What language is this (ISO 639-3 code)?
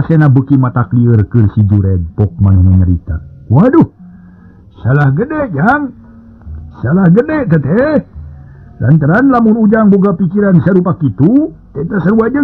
sun